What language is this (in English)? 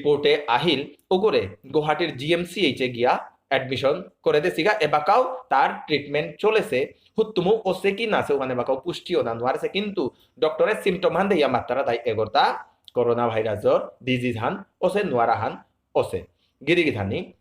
Bishnupriya